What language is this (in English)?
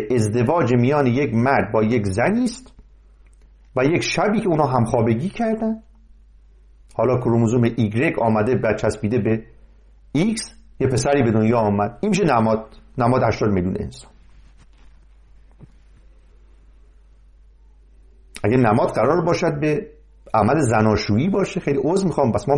Persian